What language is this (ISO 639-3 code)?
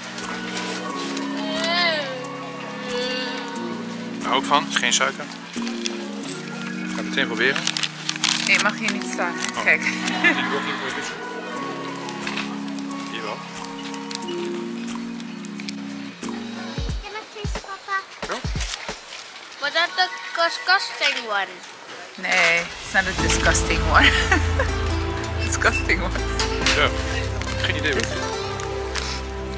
nld